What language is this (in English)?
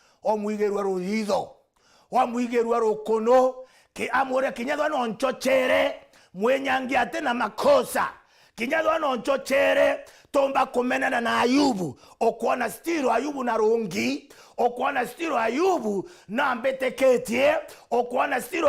Meru